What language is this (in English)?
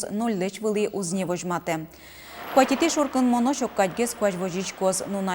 Udmurt